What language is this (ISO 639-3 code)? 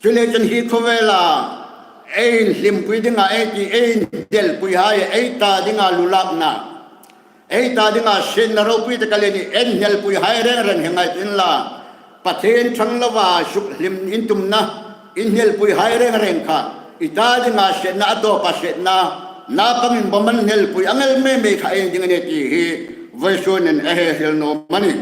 hmr